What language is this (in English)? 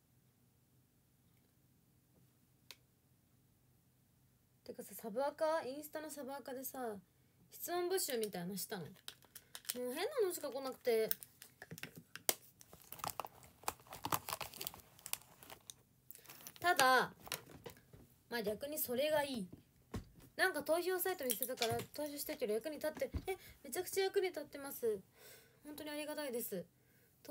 Japanese